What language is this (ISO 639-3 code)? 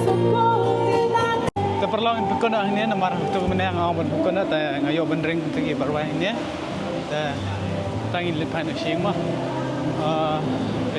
kha